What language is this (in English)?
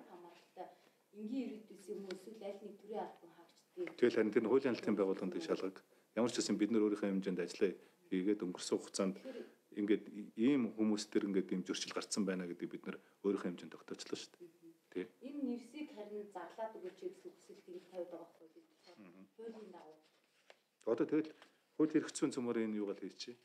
Mongolian